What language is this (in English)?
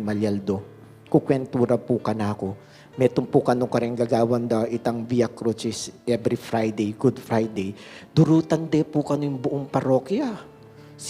Pampanga